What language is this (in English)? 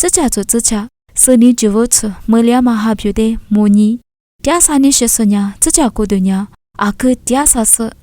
Lisu